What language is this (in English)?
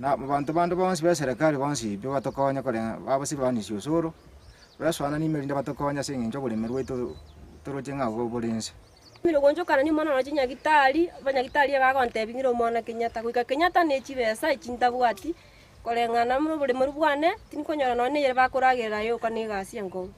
Gusii